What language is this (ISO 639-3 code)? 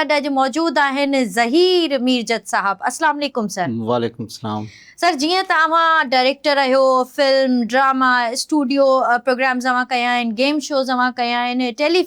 snd